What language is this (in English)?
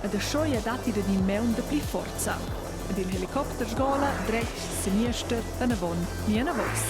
Romansh